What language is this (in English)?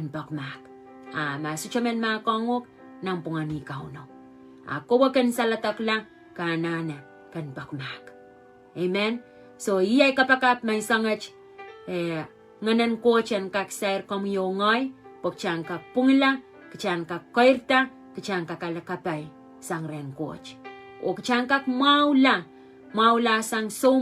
Pohnpeian